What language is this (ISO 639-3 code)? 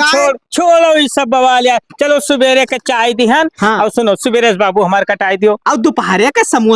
awa